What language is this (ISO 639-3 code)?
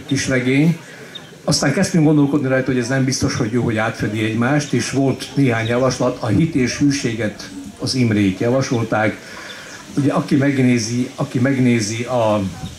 hun